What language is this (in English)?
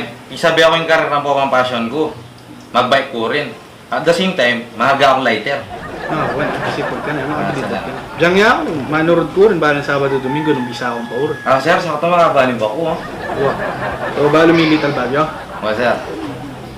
Pampanga